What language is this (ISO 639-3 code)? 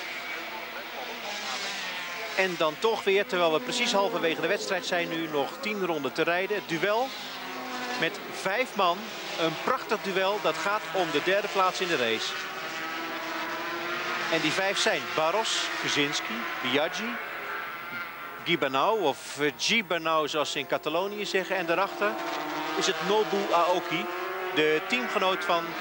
nld